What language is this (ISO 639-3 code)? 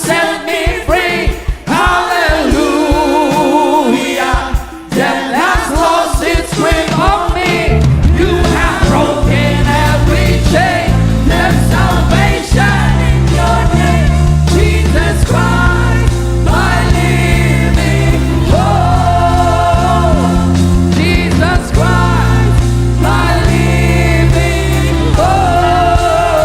hil